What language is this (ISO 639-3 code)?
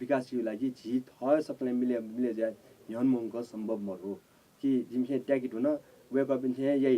new